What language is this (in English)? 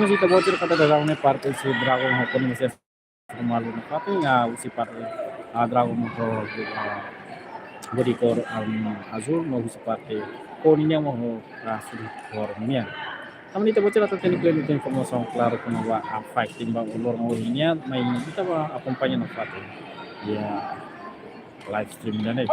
Tetum